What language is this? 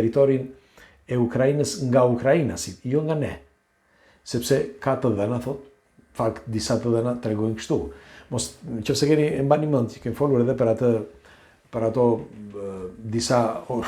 Albanian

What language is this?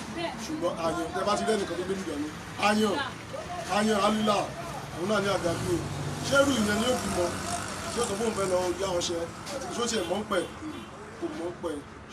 Yoruba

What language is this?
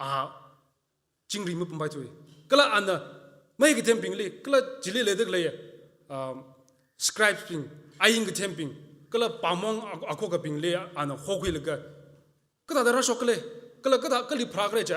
Tangkhul Naga (India)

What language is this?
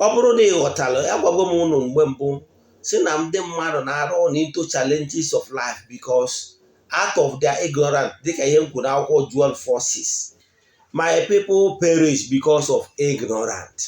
Igbo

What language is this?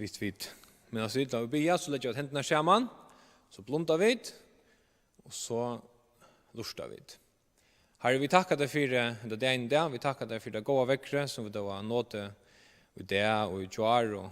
Faroese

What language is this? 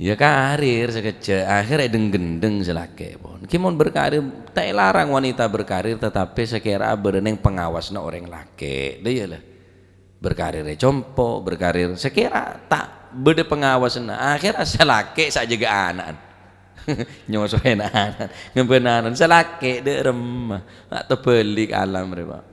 Madurese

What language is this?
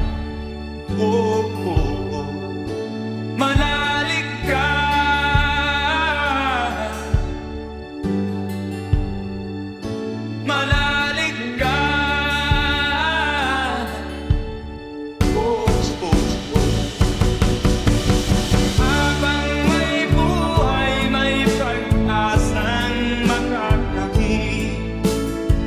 Filipino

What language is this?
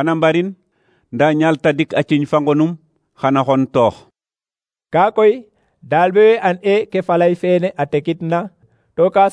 Serer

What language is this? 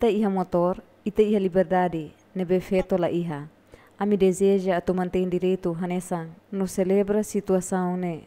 Tetum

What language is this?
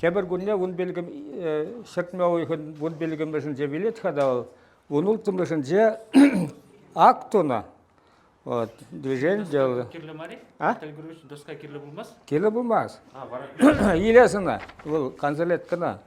Chuvash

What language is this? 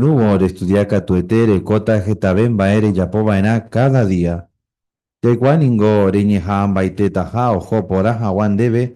Guarani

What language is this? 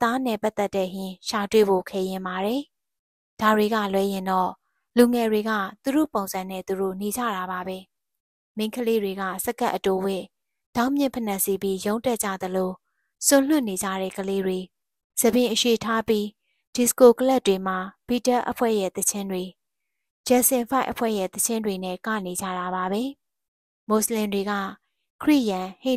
Burmese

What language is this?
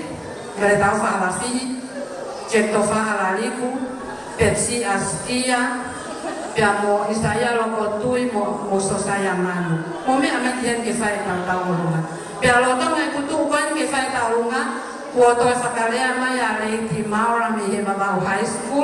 Tongan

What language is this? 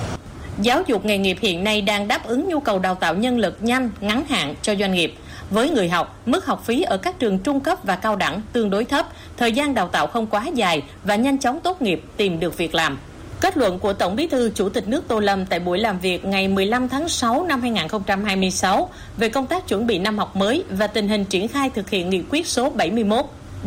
Vietnamese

